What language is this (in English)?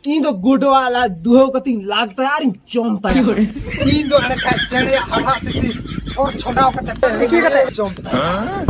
Santali